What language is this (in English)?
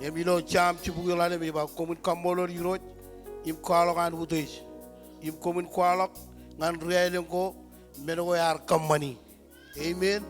Marshallese